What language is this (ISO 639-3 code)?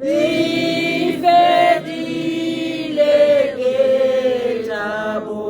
tsn